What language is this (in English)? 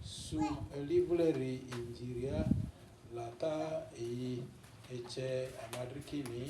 Lugbara